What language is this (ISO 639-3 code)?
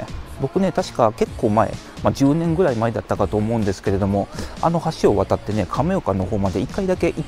jpn